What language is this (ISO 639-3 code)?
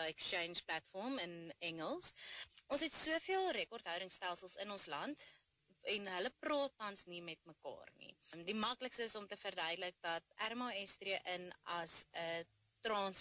afr